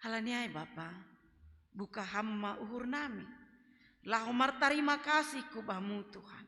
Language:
Batak Simalungun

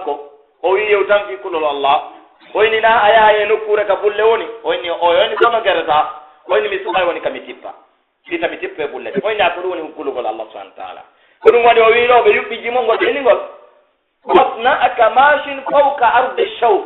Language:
Pular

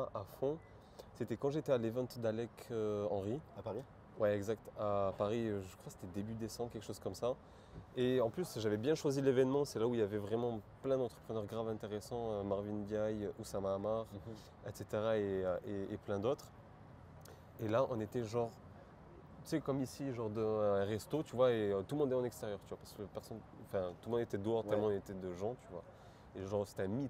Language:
French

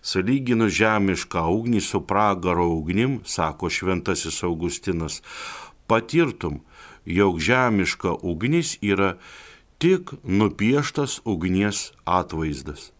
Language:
Lithuanian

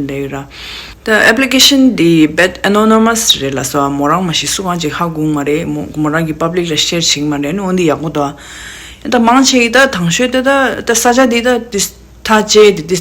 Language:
Tibetan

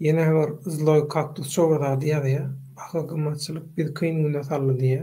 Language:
Turkmen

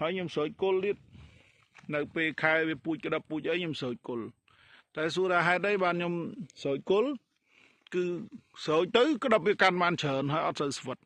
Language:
Khmer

